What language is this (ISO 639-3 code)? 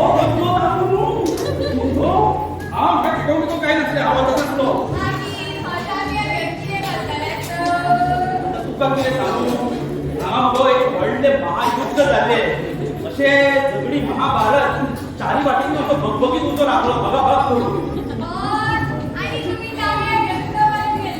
kok